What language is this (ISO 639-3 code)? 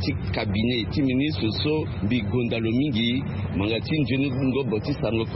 sag